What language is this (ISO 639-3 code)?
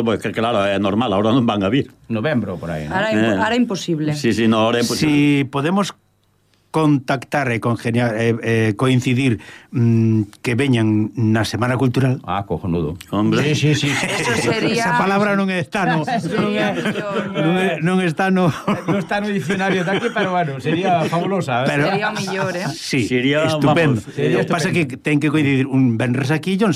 glg